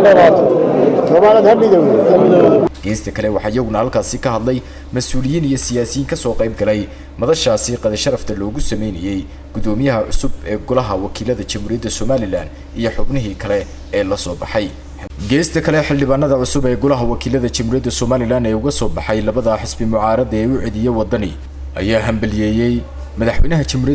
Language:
Somali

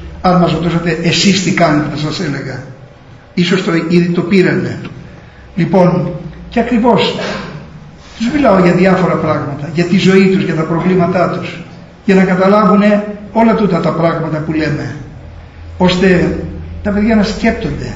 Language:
Greek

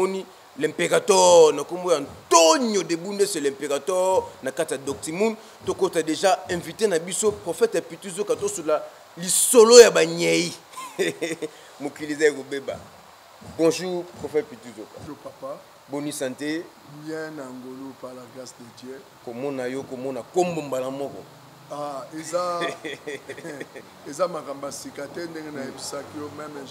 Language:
Lingala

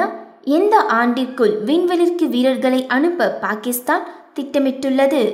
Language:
Tamil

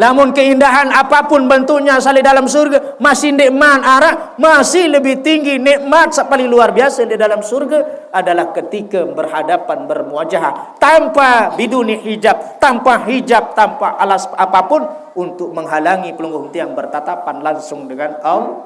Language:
Sasak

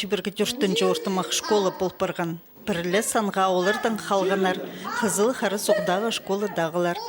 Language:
Khakas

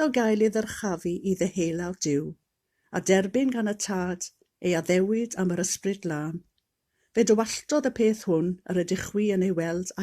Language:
Welsh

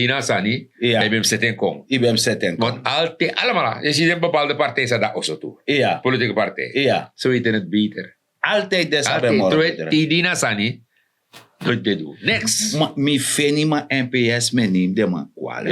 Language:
Sranan Tongo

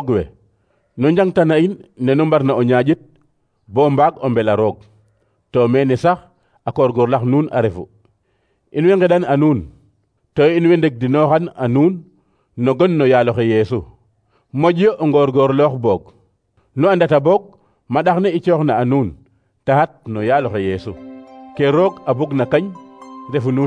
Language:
Serer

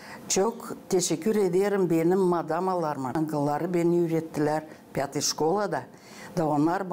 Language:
Gagauz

